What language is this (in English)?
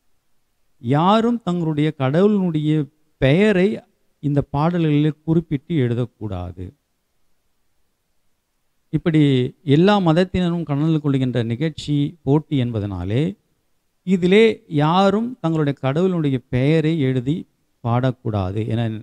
Tamil